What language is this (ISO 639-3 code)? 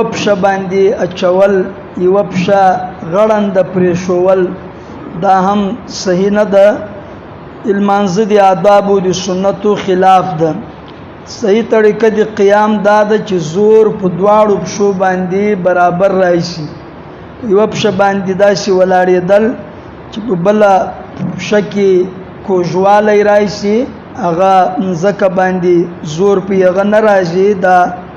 pus